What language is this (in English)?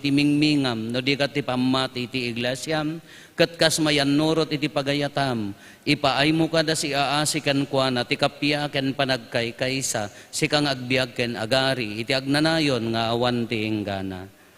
Iloko